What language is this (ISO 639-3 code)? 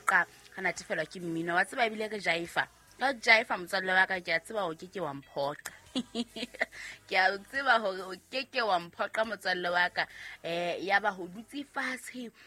sot